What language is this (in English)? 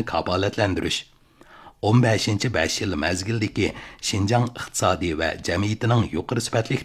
Uyghur